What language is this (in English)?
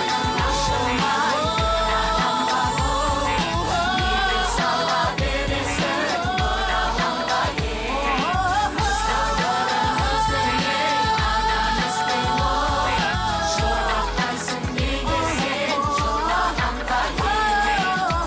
Kazakh